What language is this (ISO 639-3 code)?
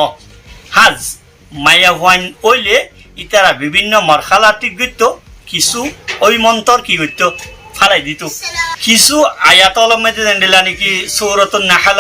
rhg